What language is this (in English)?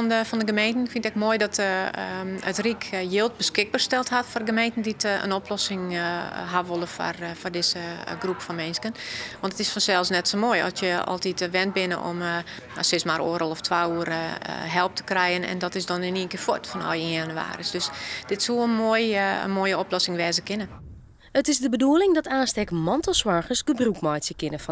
Western Frisian